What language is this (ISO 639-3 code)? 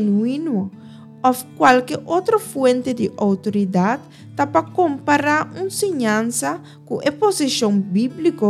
pap